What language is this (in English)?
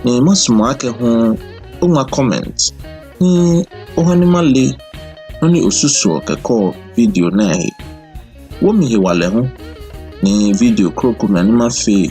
Ga